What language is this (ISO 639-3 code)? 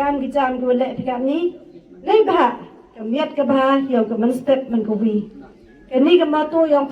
kha